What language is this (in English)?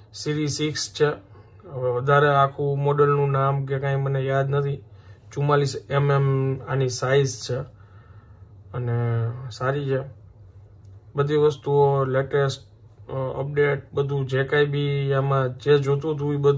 Gujarati